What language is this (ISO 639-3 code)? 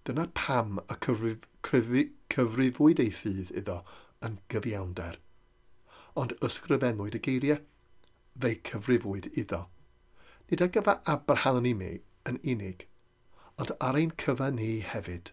cym